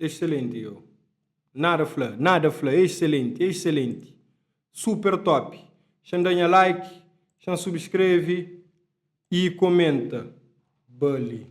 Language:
Kabuverdianu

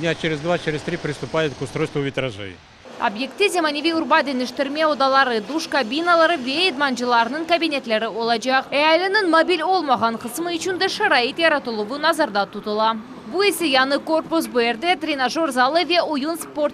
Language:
Crimean Tatar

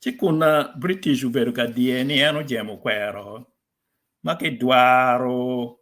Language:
Acoli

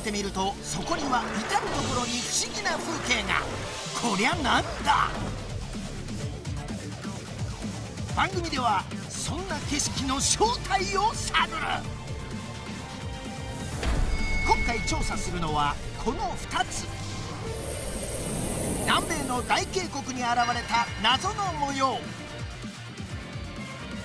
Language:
Japanese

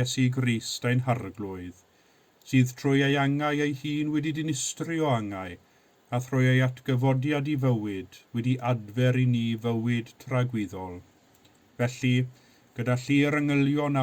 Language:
Welsh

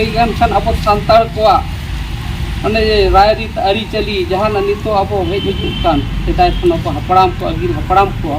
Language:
Santali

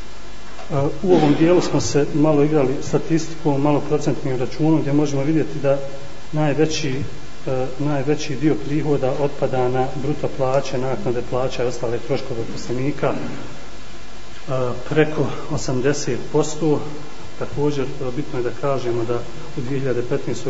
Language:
Bosnian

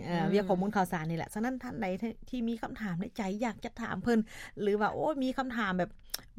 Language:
Lao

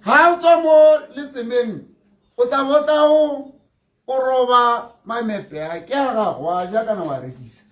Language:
Tswana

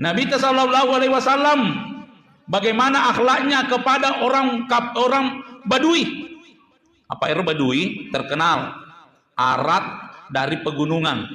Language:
Buginese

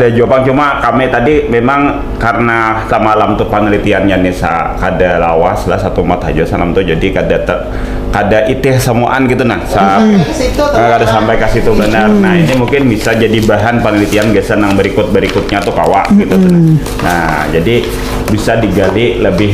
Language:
Banjar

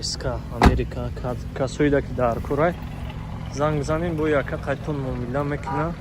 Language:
Tajik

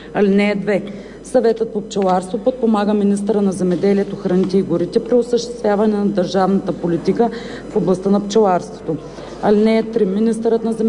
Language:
Bulgarian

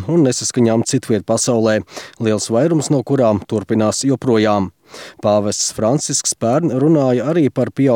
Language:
Latvian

